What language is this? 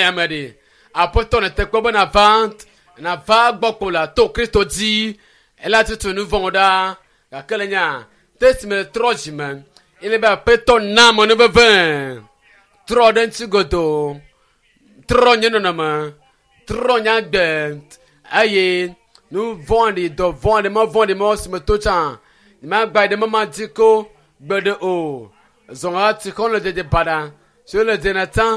Ewe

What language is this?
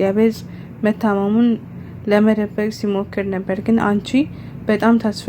Amharic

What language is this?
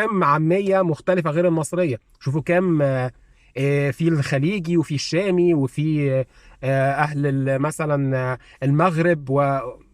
Egyptian Arabic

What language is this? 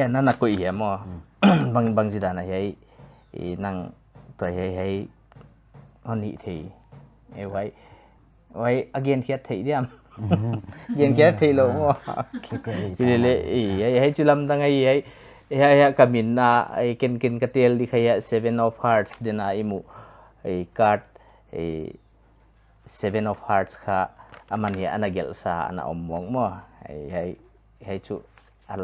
Paite Chin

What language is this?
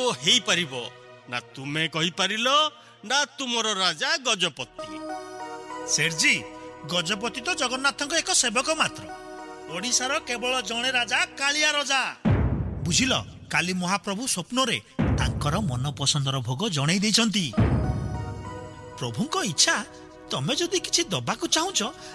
Odia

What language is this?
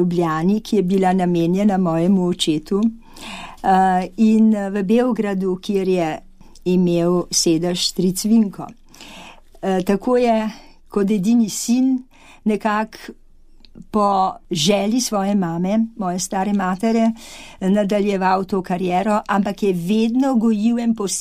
Slovenian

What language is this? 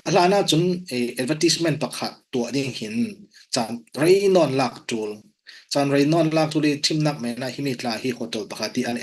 Falam Chin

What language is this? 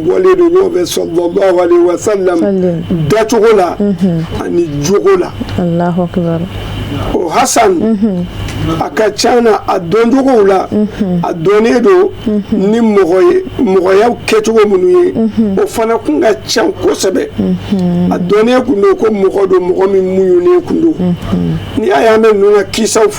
Bambara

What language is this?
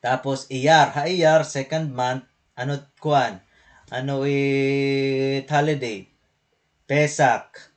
Waray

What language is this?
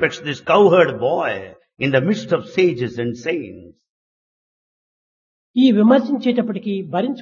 Telugu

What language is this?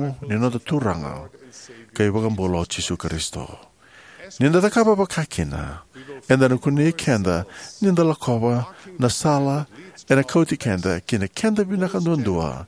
Fijian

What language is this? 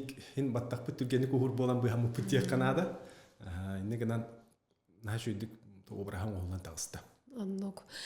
Yakut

